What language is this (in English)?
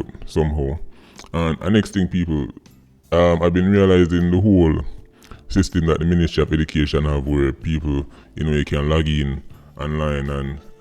Jamaican Creole English